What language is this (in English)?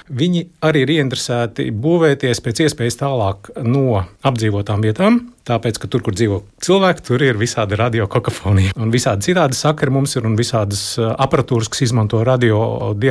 Latvian